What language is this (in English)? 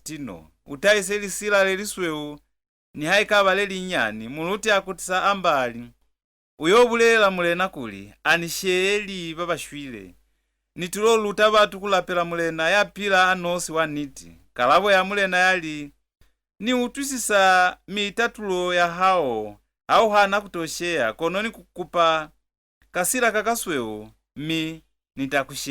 Lozi